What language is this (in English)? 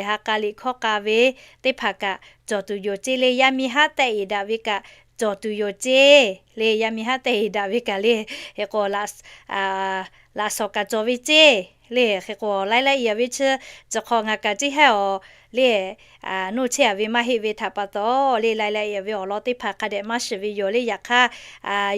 Lahu